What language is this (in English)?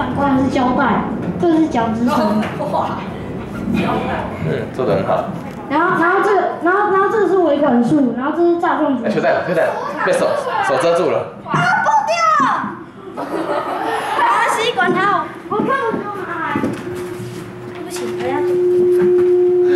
Chinese